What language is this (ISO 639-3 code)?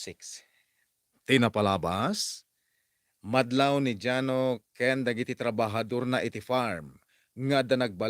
ilo